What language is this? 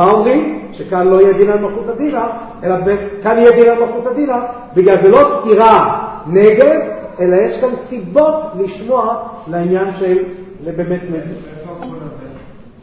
Hebrew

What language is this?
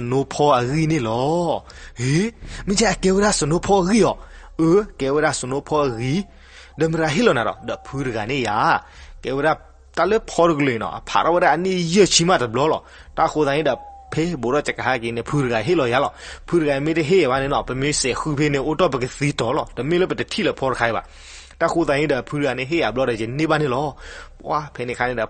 S'gaw Karen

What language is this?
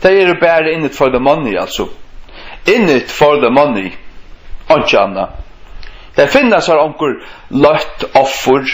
Faroese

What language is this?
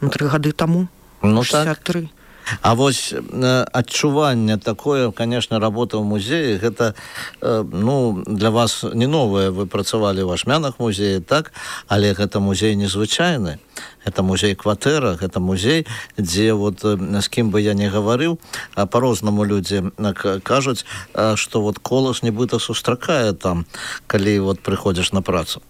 Belarusian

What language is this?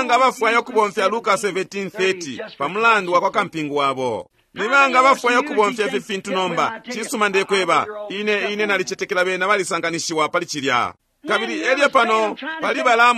Bemba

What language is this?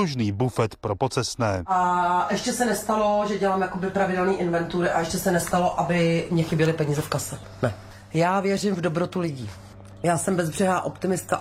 Czech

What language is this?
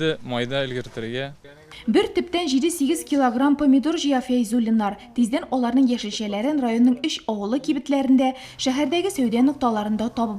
Tatar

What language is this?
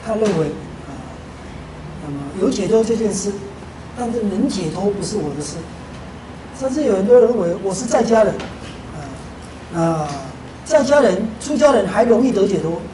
Chinese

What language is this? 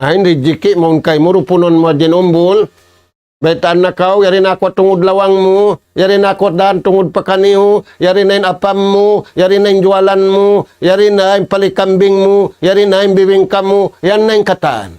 Tausug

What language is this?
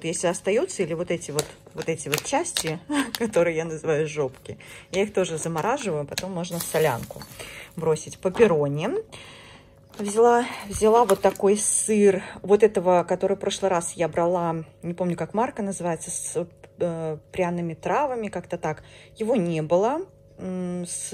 Russian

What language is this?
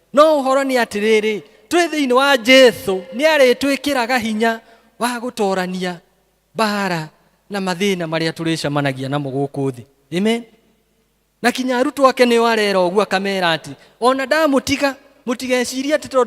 Kikuyu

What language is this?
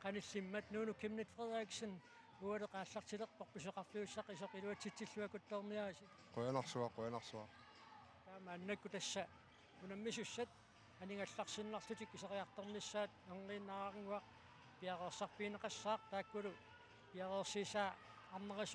Kalaallisut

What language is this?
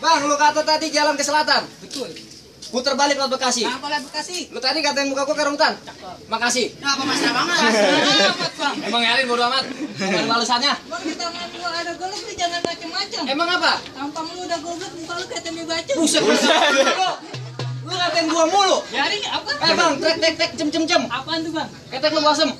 Betawi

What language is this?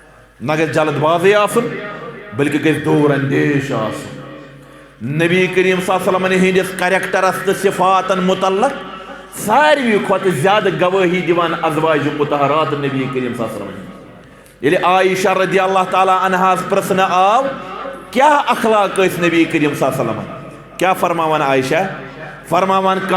Kashmiri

